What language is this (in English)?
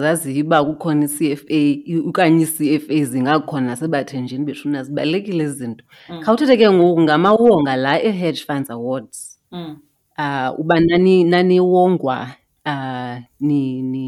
Xhosa